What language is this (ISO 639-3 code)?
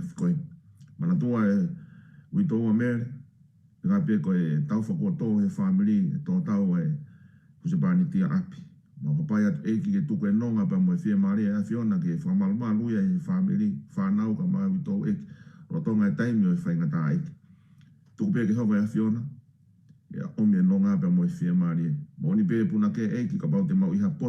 ton